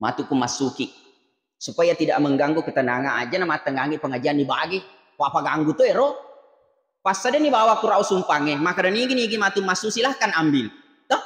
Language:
Buginese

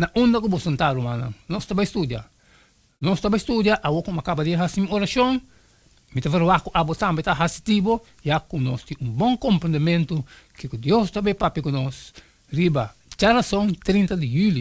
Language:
Papiamento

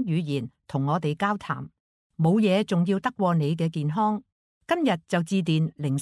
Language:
Cantonese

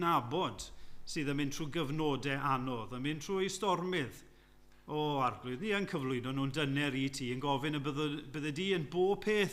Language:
Welsh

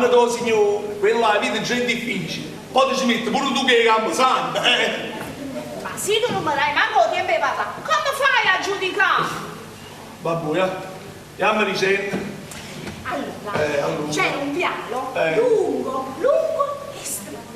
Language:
Neapolitan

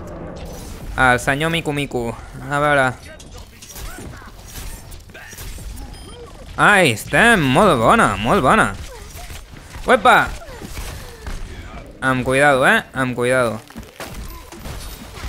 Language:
Catalan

